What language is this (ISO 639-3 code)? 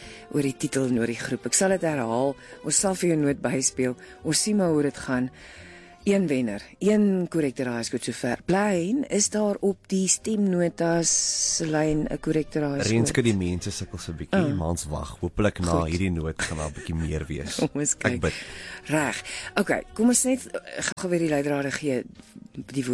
afr